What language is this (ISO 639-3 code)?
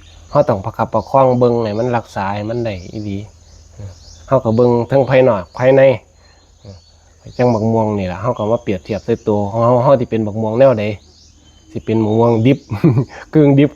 tts